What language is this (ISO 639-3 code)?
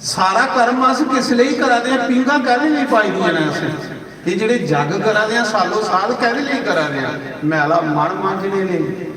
doi